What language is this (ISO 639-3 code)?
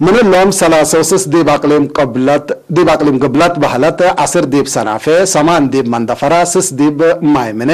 tig